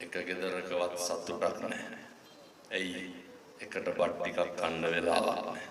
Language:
Sinhala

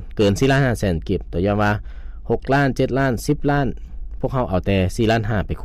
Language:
Lao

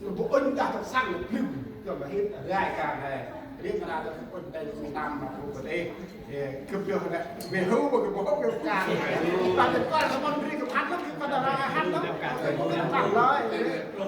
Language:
Central Mnong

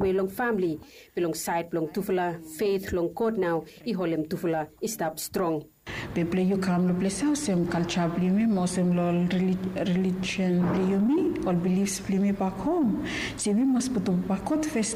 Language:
Bislama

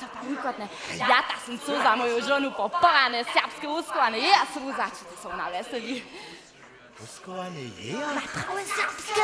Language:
Upper Sorbian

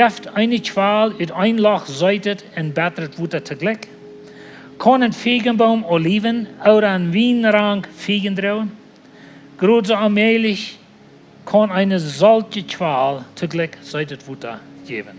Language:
Plautdietsch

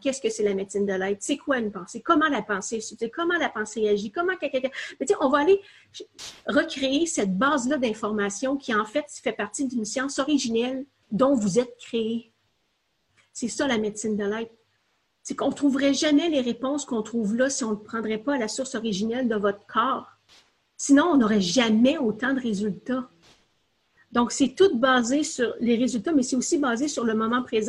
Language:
French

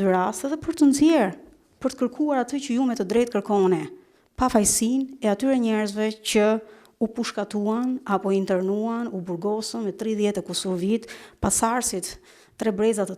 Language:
Albanian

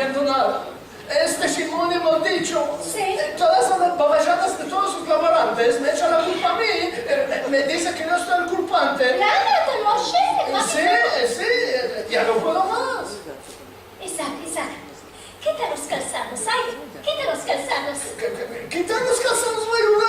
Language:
Ladino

